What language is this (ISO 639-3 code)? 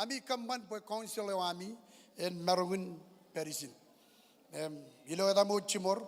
mah